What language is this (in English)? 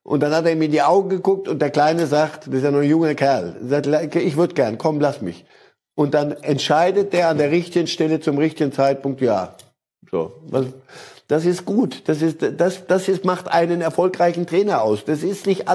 German